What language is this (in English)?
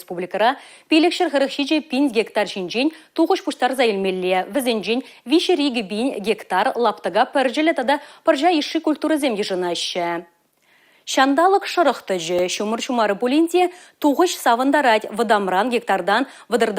Chuvash